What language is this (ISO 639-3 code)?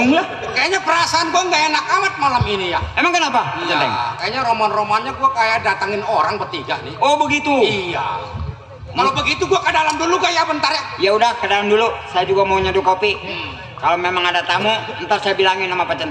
bew